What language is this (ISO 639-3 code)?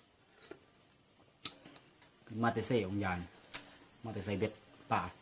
lao